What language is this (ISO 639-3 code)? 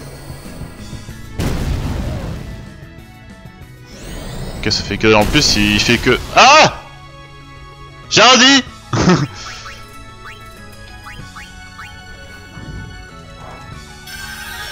fra